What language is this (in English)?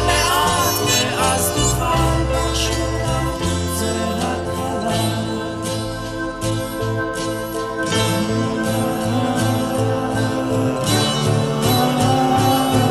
Hebrew